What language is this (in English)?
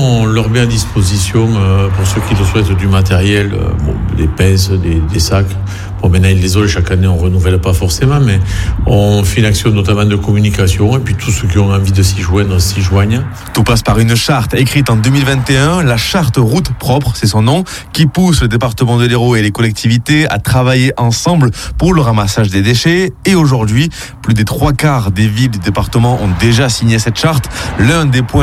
French